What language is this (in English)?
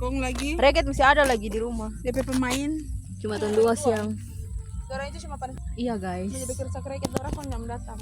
Manado Malay